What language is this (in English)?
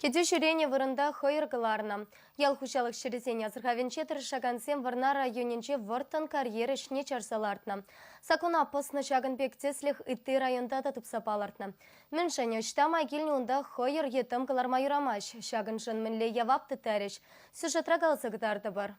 Chuvash